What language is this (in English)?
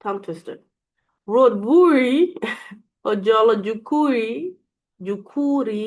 Acoli